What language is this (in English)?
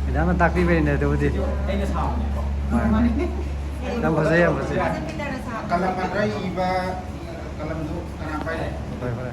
Manipuri